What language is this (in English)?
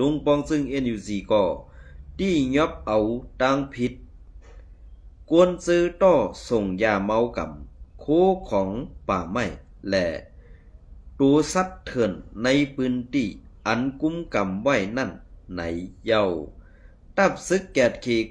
Shan